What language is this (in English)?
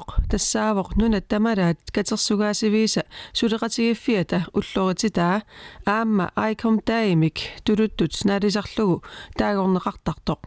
Kalaallisut